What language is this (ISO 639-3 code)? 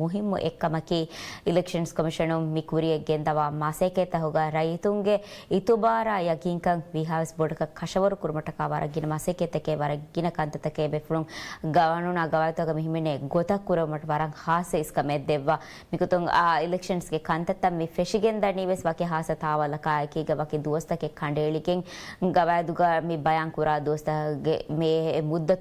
div